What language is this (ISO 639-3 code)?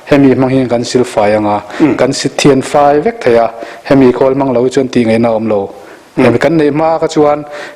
lus